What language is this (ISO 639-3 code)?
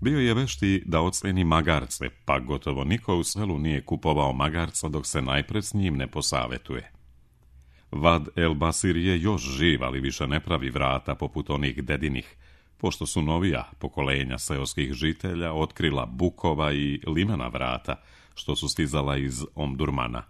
srp